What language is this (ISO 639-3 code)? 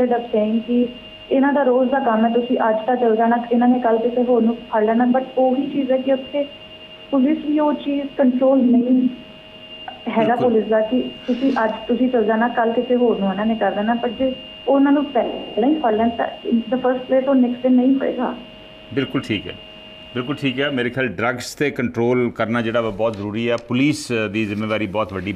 pan